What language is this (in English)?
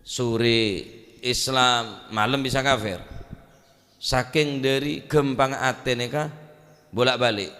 Madurese